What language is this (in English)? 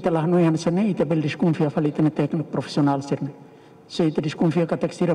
Tetum